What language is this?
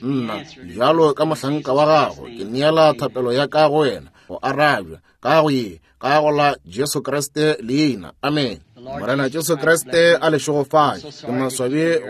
Northern Sotho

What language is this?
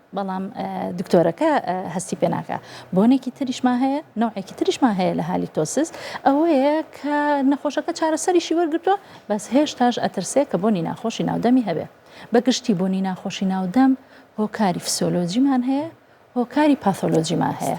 Central Kurdish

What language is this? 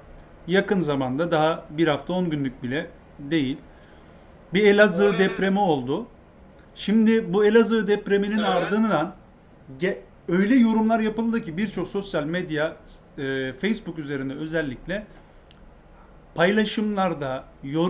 Turkish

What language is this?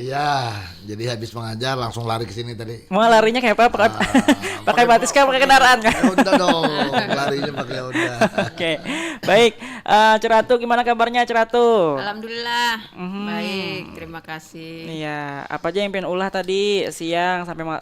Banjar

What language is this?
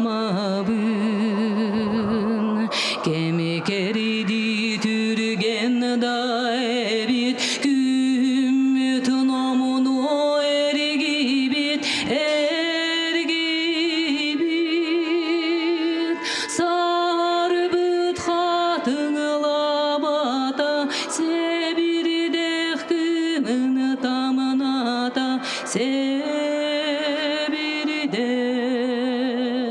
Yakut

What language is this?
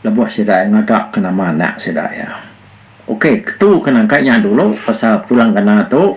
Iban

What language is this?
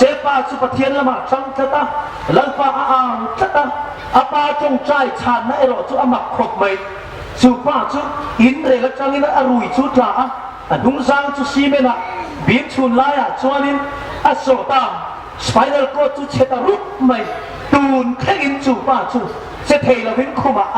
Hmar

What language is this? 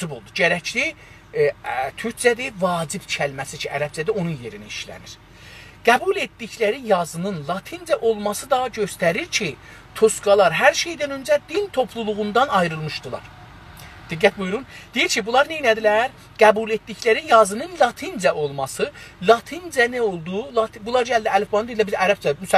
South Azerbaijani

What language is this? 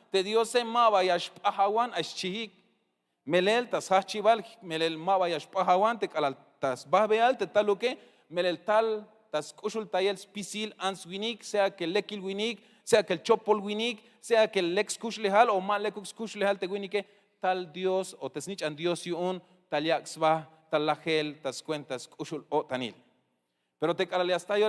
Tzeltal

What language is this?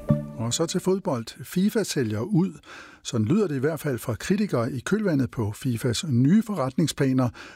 Danish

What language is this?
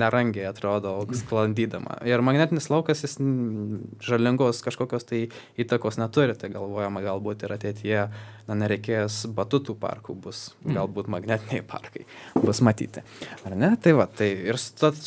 Lithuanian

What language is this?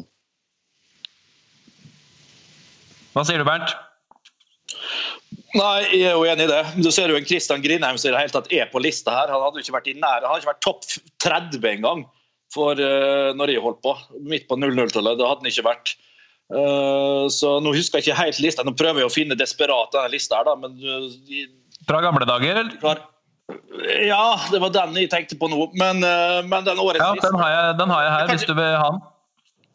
Norwegian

